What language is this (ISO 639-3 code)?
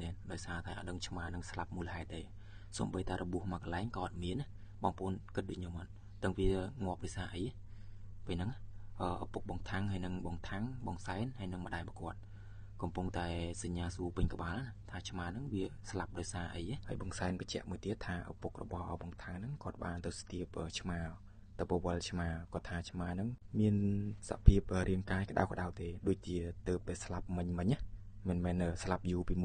khm